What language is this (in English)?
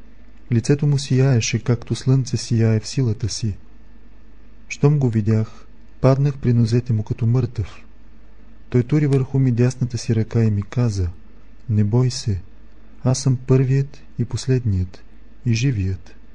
Bulgarian